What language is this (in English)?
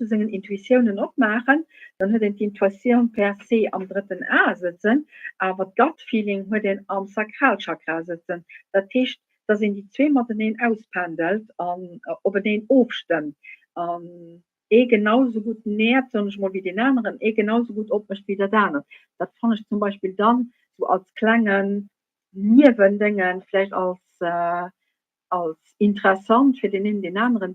Luxembourgish